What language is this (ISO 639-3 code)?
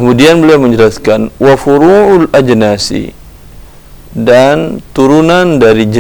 ind